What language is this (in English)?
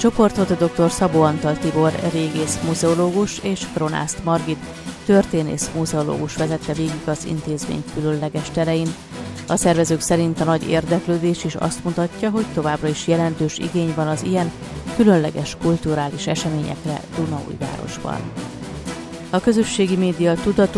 Hungarian